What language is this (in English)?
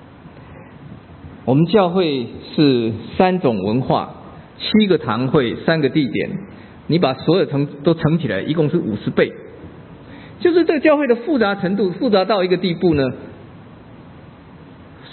Chinese